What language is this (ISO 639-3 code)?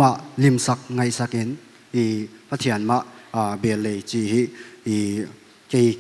pck